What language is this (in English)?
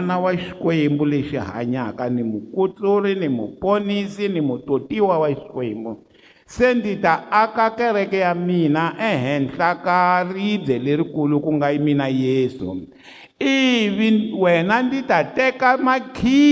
Tsonga